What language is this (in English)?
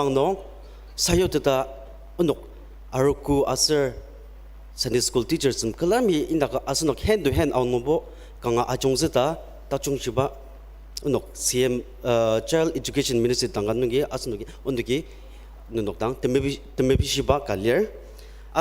Ao Naga